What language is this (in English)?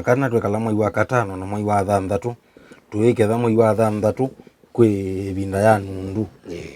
Kamba